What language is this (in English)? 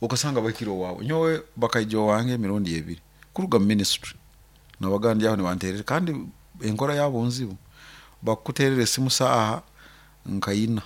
Nyoro